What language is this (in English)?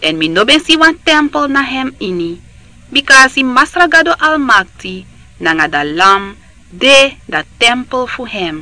Sranan Tongo